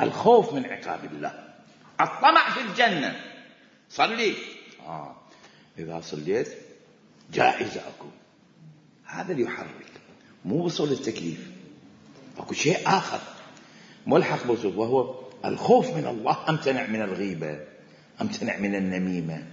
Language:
Mesopotamian Arabic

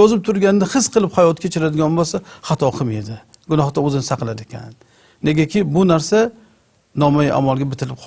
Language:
Uzbek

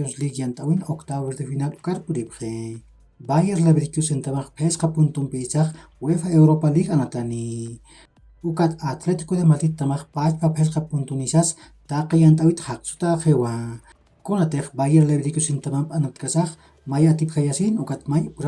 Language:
Aymara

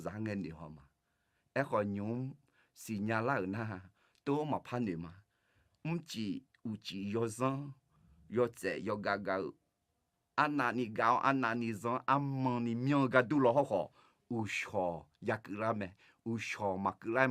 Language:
Akha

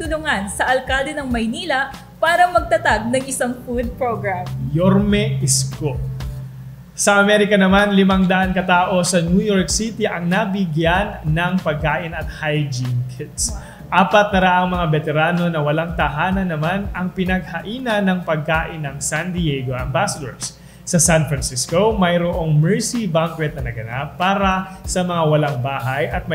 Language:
Filipino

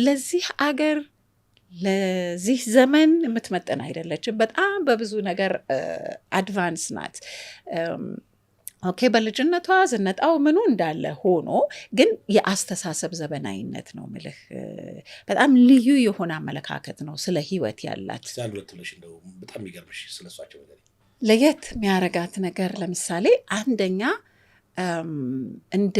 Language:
Amharic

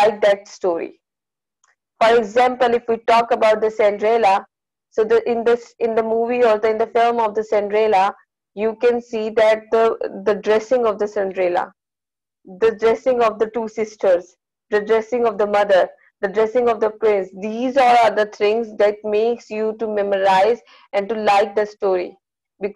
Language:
English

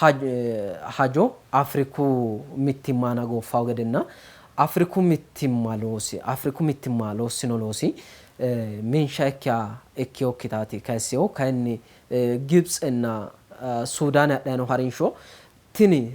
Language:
Sidamo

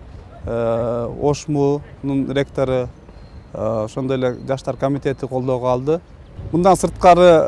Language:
Kyrgyz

